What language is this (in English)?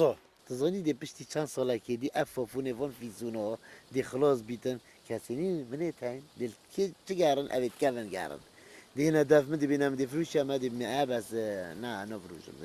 Kurdish